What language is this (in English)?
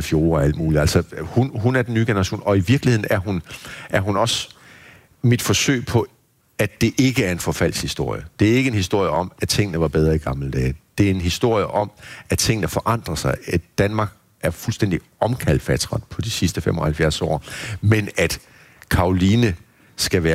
Danish